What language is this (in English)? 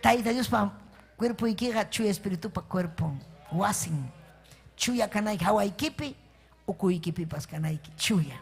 Ayacucho Quechua